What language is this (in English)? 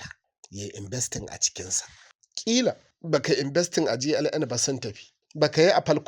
Hausa